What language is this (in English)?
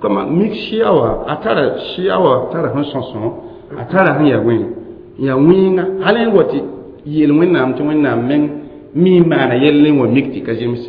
Mossi